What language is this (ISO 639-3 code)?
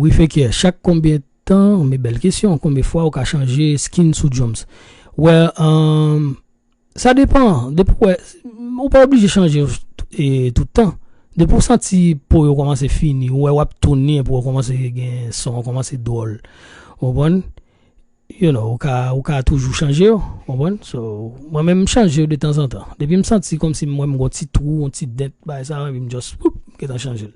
hat